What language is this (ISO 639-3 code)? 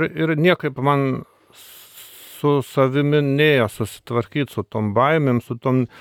lit